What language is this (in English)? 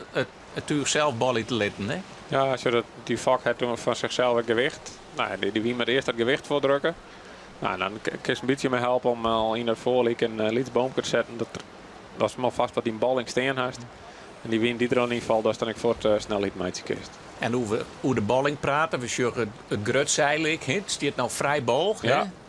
Western Frisian